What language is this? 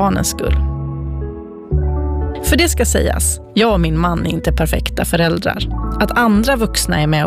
Swedish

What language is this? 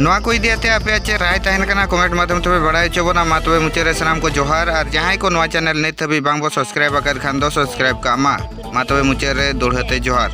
Santali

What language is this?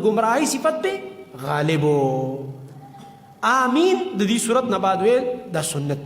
Pashto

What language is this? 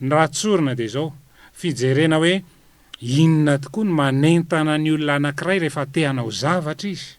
Malagasy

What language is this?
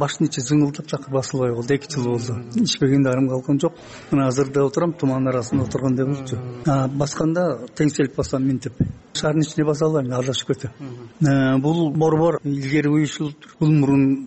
Kyrgyz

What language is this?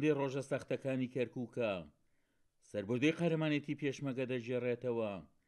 Central Kurdish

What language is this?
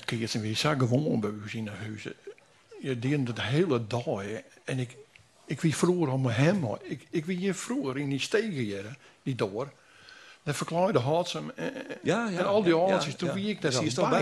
Western Frisian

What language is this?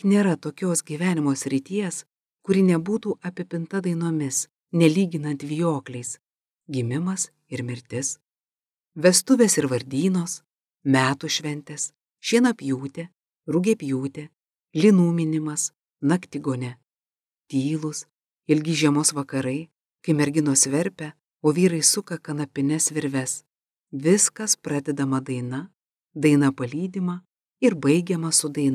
Lithuanian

